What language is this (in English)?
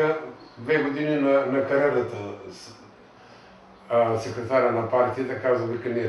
Bulgarian